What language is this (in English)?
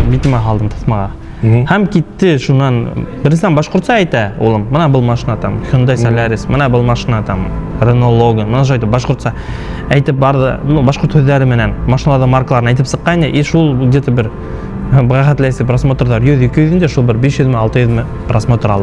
Bashkir